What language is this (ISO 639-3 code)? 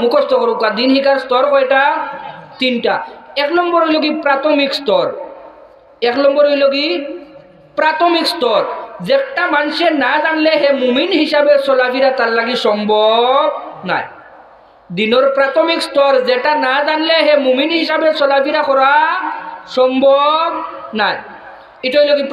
syl